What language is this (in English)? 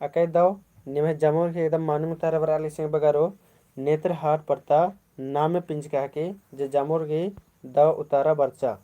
Kurukh